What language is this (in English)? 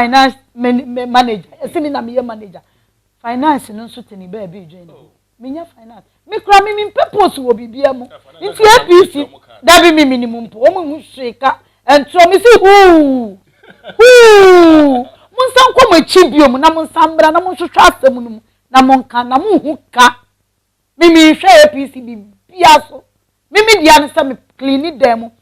Akan